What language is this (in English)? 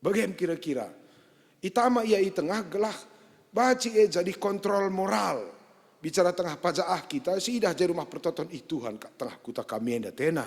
Batak Karo